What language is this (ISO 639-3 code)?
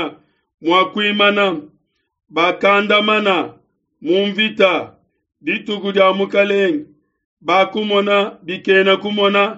lua